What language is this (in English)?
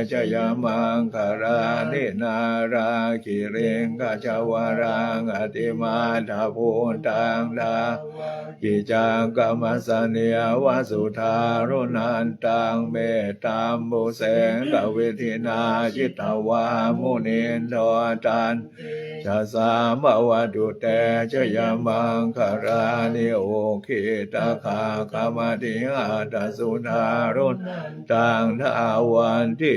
Pali